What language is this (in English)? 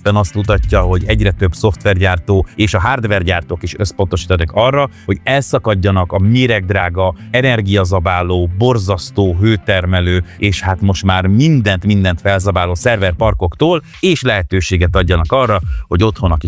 Hungarian